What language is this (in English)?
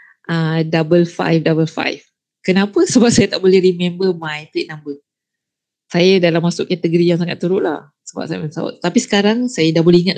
Malay